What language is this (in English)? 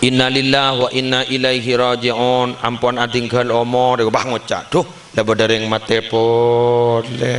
Madurese